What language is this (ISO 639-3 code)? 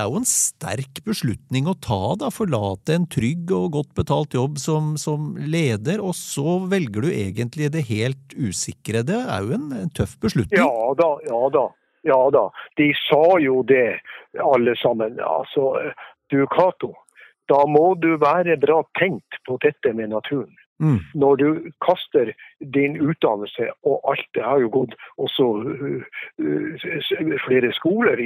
nor